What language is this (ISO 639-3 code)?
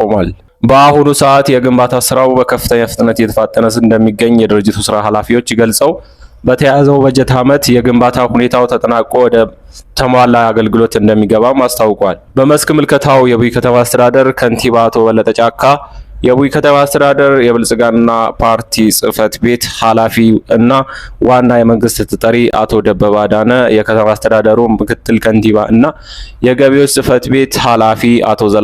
amh